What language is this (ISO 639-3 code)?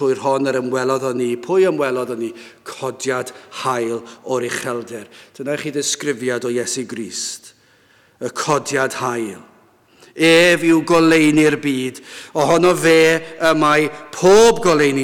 cym